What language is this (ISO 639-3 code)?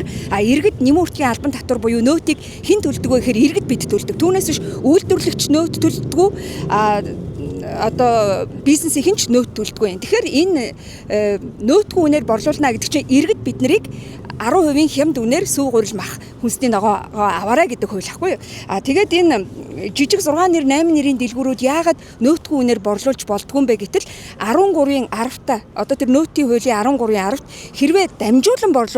mon